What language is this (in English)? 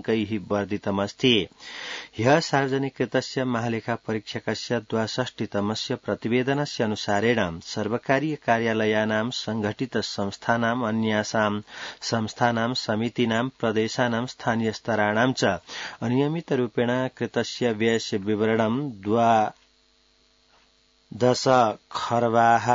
Sanskrit